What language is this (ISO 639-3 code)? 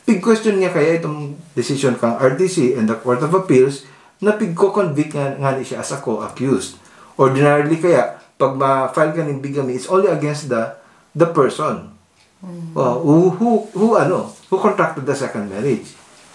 bik